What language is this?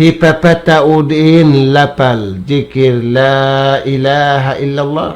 Tausug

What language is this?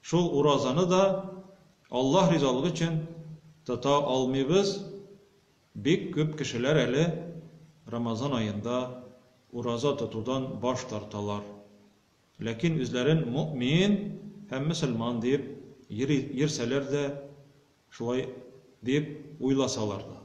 Tatar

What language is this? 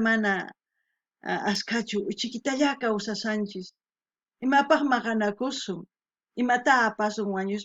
South Bolivian Quechua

